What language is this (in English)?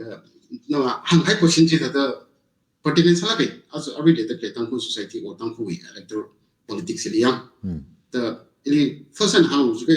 Tangkhul Naga (India)